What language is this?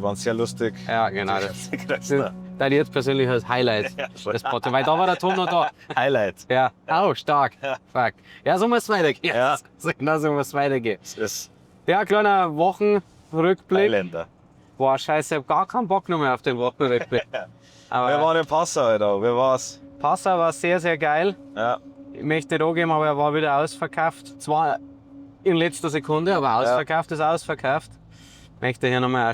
Bavarian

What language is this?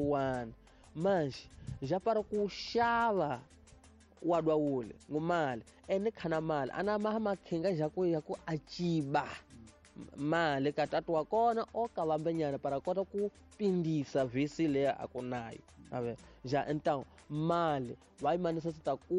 Tsonga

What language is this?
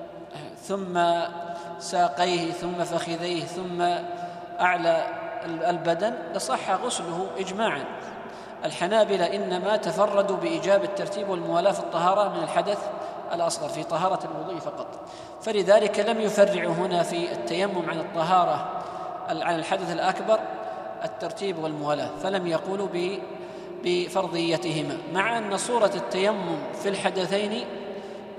Arabic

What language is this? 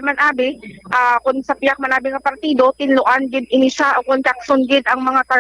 Hiligaynon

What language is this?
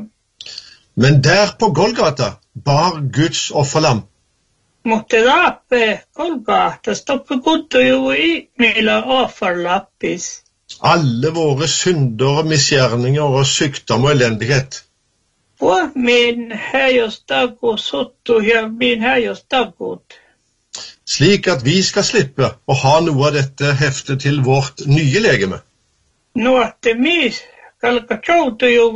Norwegian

